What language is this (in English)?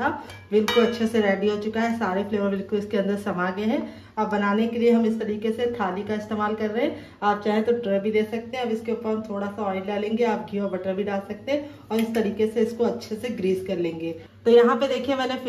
Hindi